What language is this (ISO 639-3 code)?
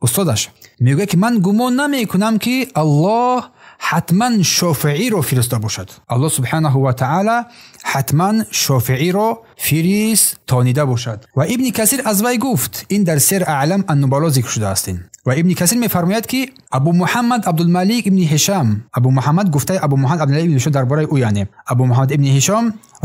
tgk